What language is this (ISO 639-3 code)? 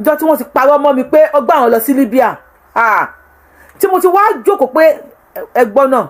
yor